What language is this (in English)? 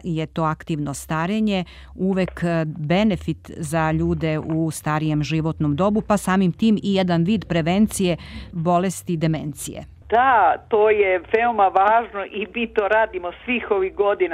Serbian